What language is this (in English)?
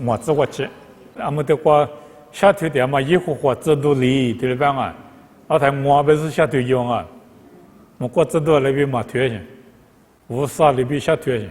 Lisu